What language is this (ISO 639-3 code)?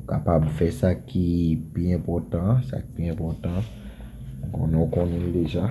hat